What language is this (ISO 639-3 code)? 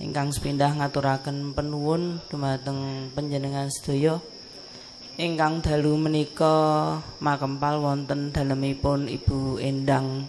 jav